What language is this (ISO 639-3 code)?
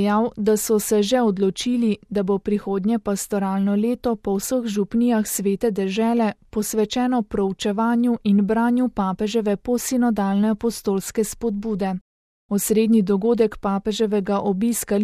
slv